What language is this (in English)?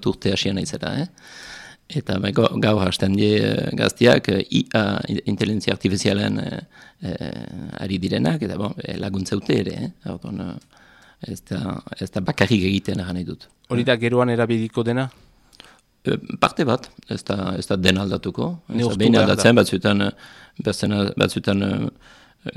Basque